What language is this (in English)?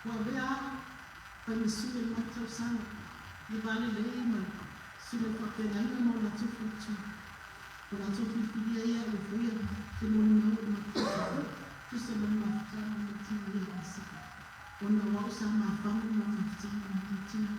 Samoan